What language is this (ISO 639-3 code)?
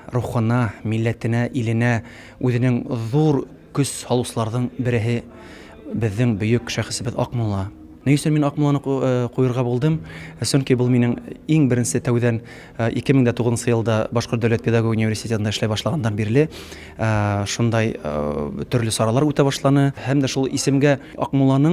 bak